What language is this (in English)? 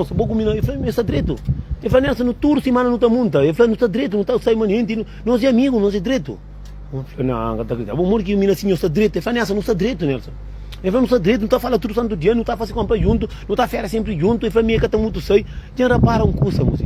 Kabuverdianu